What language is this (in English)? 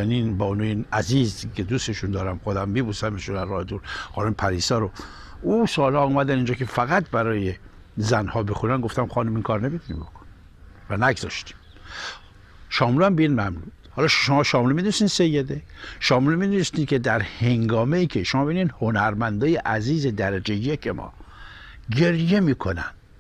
Persian